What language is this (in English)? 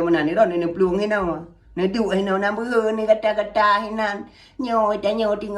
Achinese